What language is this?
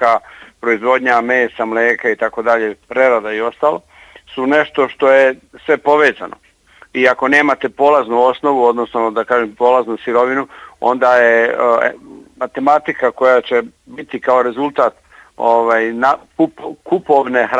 Bosnian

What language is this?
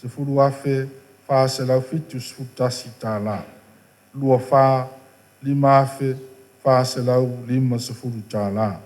Samoan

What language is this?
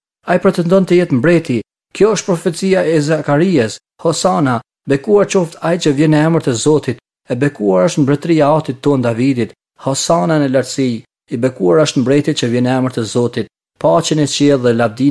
Albanian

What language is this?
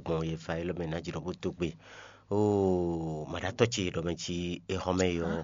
Fon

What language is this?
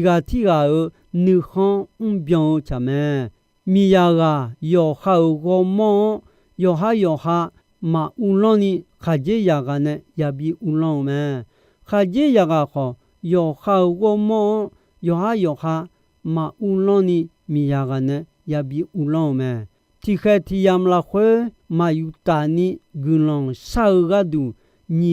Akha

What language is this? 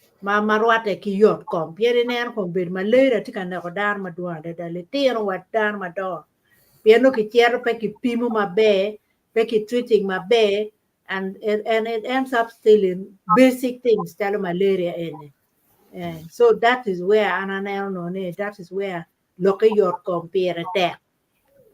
Acoli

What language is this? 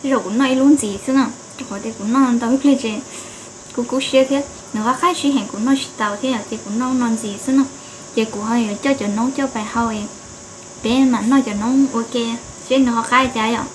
Hmong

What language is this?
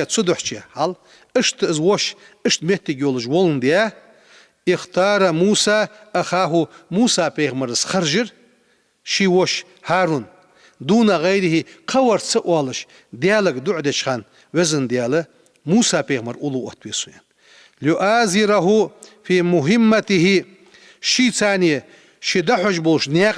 Ingush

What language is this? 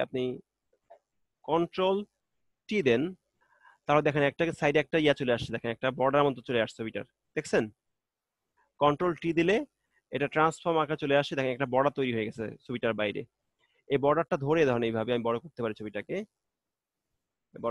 Bangla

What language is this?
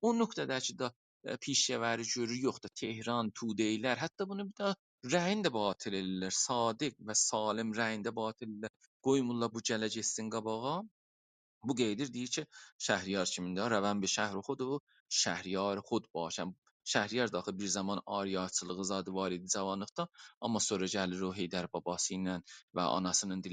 South Azerbaijani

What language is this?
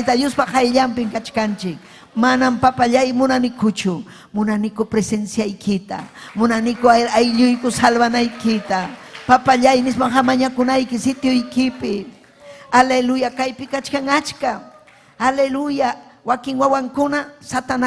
Ayacucho Quechua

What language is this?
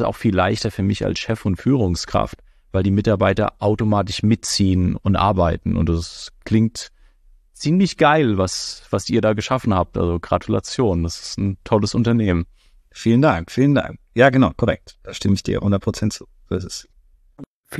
German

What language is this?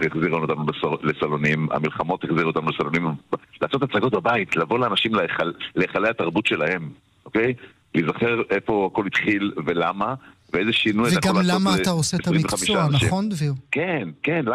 Hebrew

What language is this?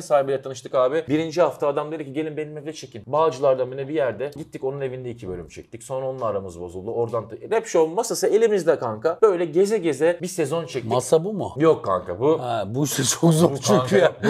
Turkish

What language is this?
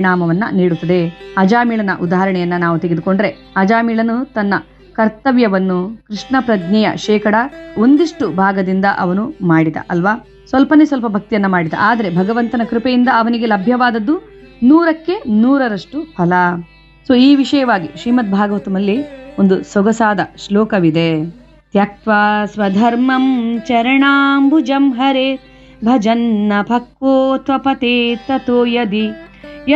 Kannada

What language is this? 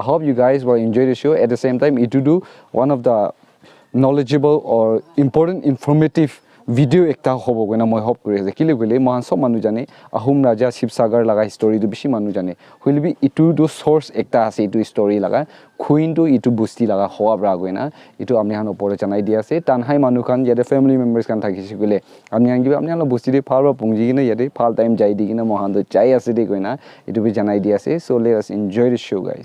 Naga Pidgin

